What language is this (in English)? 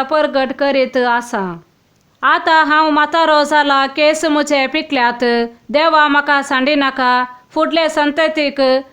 Konkani